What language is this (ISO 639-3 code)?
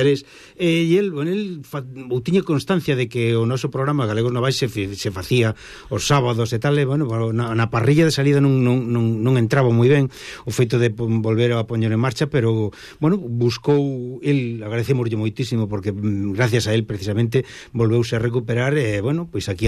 glg